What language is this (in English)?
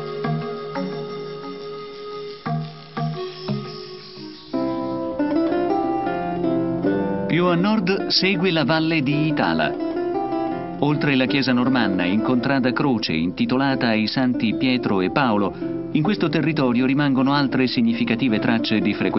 Italian